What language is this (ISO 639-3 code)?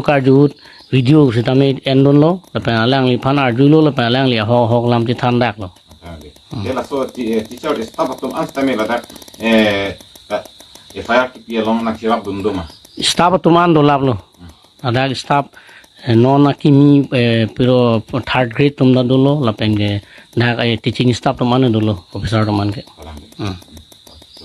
mjw